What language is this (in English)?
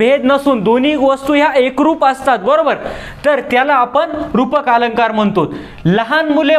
Marathi